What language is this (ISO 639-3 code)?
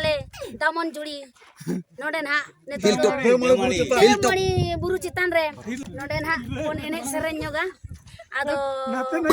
sat